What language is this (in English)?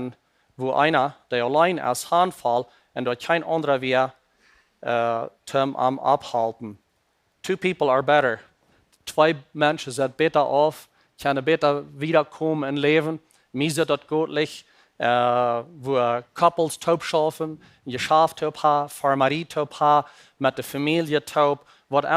Plautdietsch